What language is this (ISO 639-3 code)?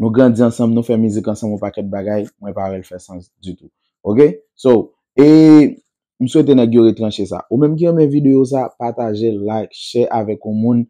hat